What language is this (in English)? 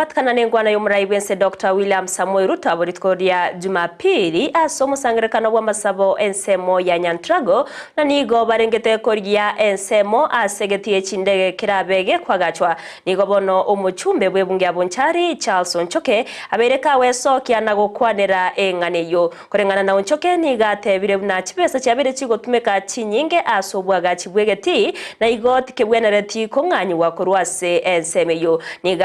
Gusii